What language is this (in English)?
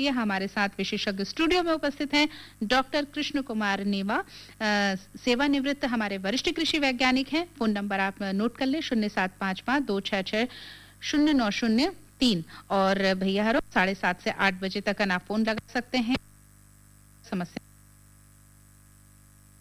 Hindi